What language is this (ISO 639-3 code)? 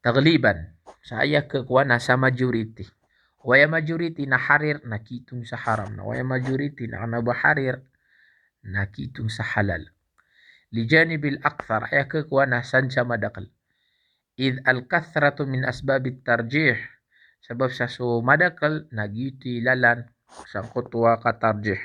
mrw